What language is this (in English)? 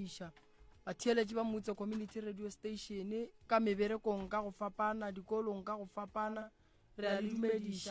Northern Sotho